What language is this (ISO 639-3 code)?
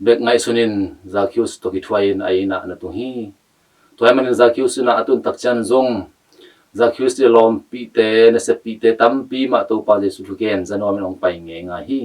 ctd